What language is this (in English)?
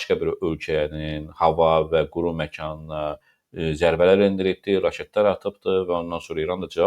Azerbaijani